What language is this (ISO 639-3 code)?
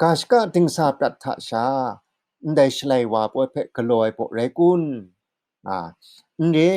kac